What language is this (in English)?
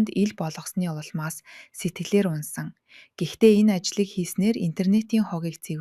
Mongolian